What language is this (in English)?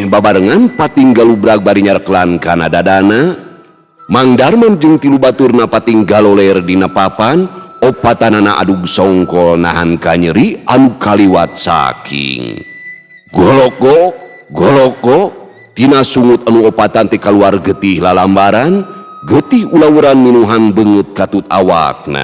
Sundanese